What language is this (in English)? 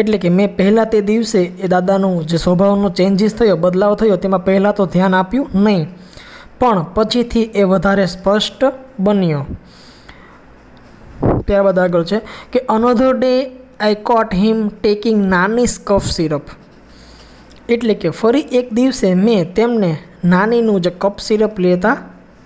Gujarati